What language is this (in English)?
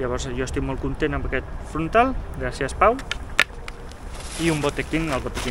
Catalan